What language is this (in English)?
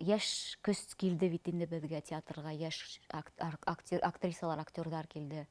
Bashkir